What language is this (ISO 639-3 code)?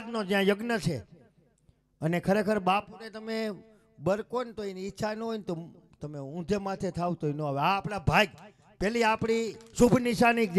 guj